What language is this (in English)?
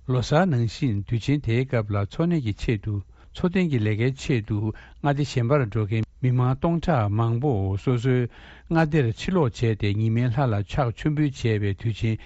Tibetan